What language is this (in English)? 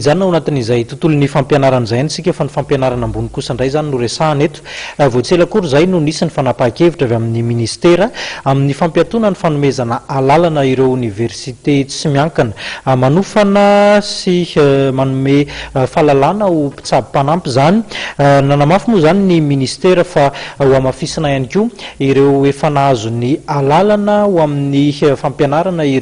Malagasy